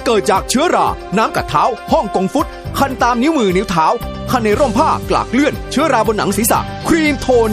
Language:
Thai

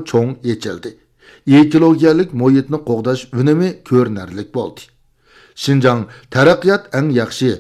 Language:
Uyghur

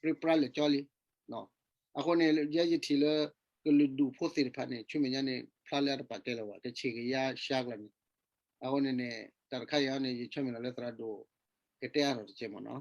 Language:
S'gaw Karen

